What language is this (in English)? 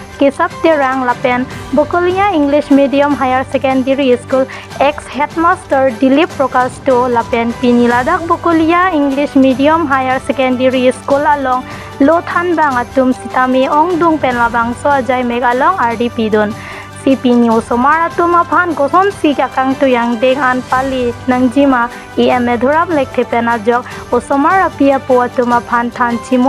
Karbi